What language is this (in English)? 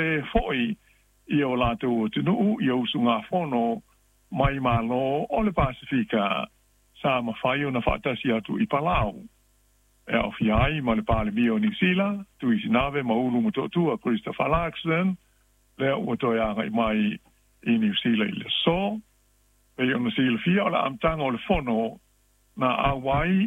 Samoan